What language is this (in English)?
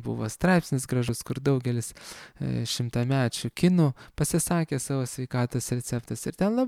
Lithuanian